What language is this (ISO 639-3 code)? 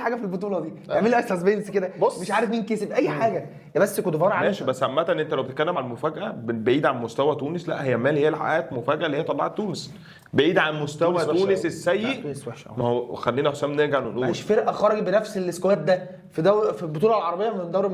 arz